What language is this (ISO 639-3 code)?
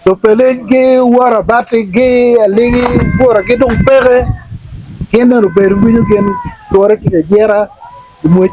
ach